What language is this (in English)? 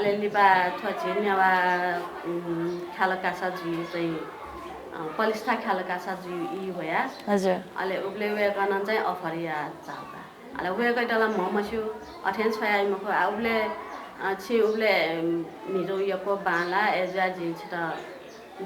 Newari